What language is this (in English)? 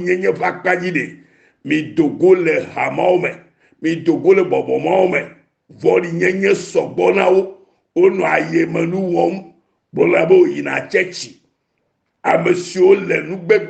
Ewe